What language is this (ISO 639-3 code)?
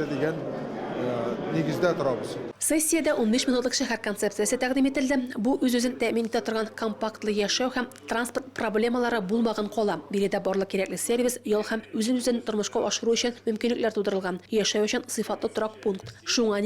tat